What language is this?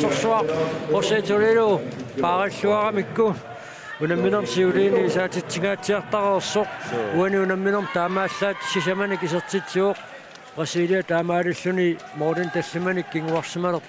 Kalaallisut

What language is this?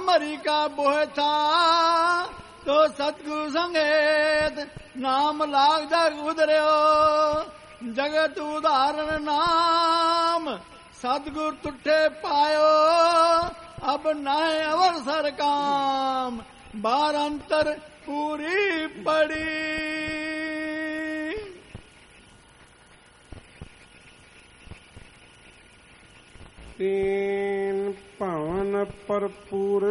Punjabi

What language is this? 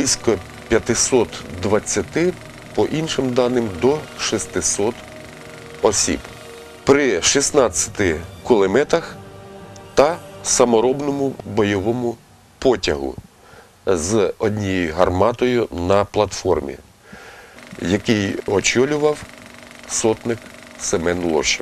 Ukrainian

